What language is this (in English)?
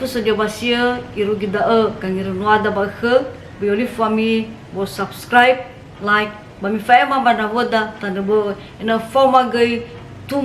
Nias